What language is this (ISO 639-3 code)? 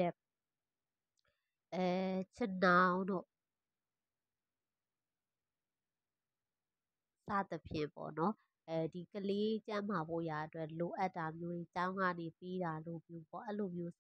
mya